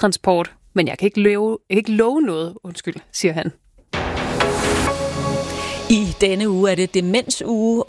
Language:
Danish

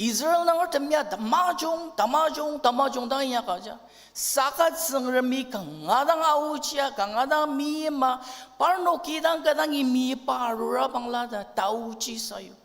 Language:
Ao Naga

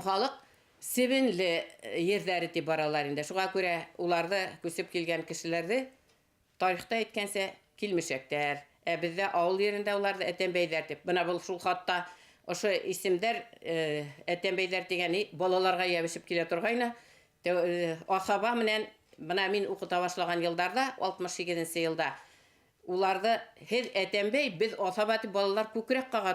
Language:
Bashkir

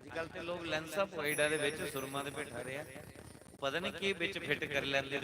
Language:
Dogri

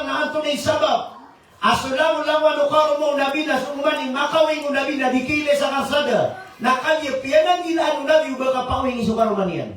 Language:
Maranao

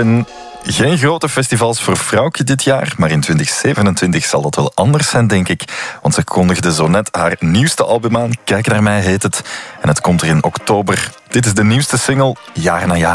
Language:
Dutch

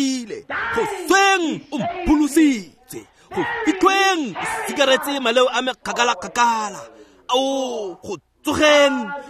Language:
Tswana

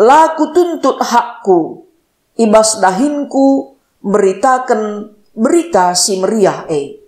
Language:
Batak Karo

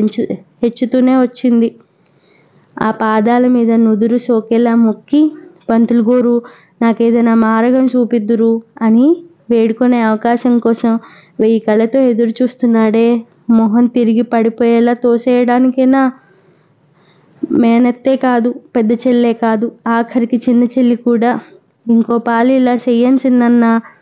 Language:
Telugu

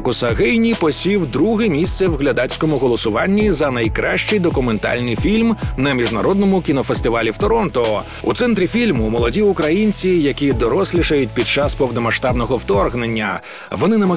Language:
Ukrainian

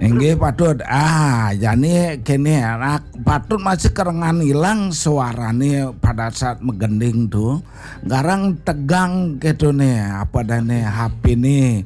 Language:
Balinese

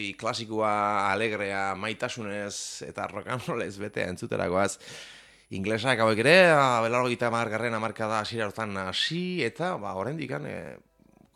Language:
Basque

